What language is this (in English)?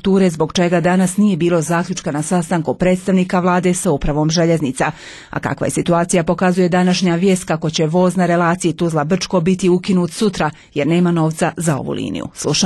Bosnian